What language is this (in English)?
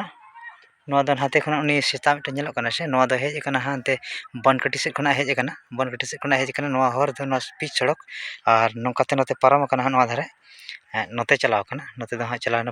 Santali